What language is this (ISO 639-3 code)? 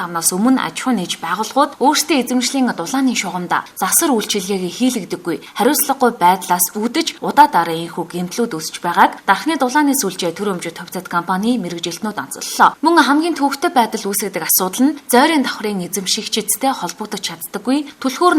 mon